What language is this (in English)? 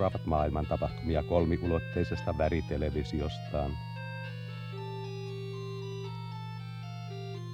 Finnish